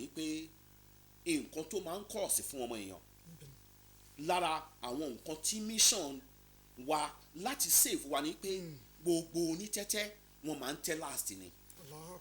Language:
Yoruba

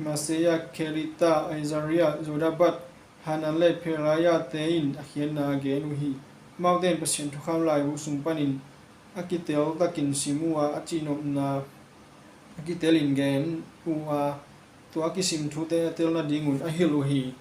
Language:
Tedim Chin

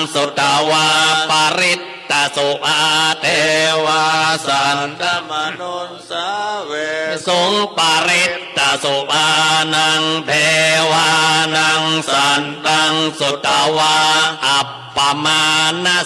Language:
Pali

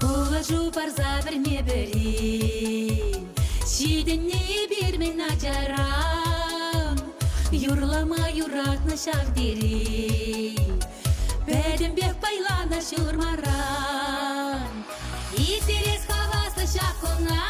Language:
Chuvash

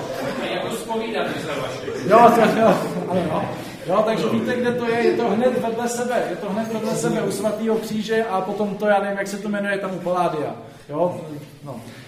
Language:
Czech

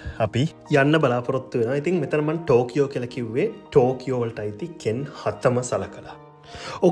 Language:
Sinhala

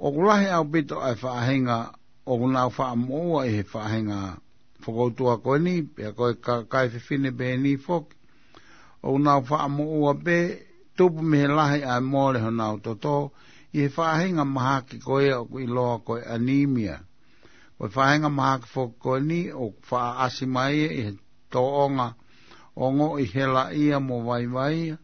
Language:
Tongan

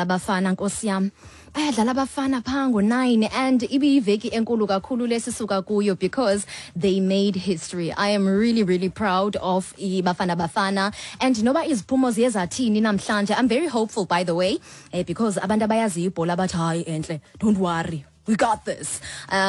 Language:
Xhosa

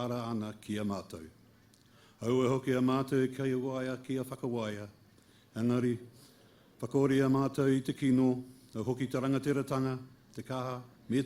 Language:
Māori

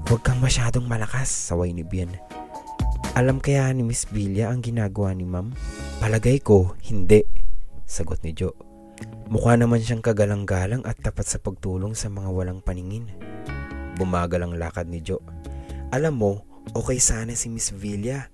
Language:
Filipino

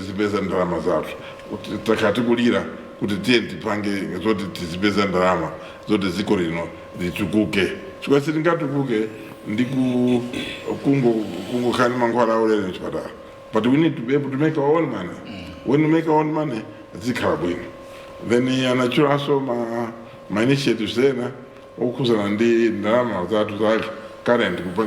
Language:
Nyanja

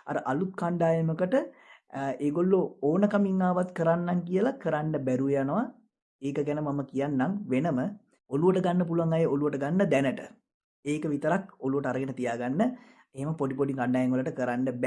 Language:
Sinhala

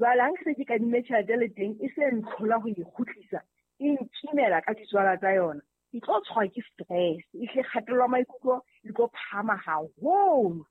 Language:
Southern Sotho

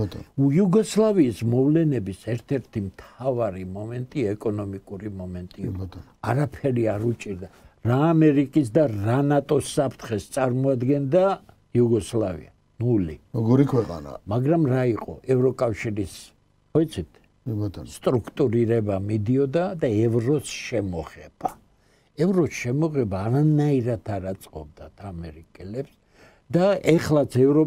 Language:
Georgian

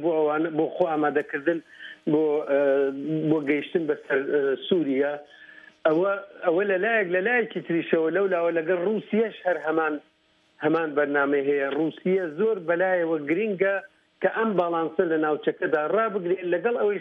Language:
Central Kurdish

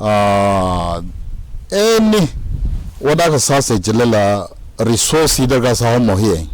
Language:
Tangkhul Naga (India)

